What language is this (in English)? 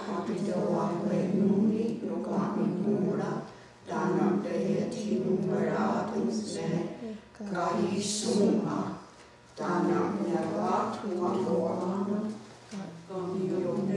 Mohawk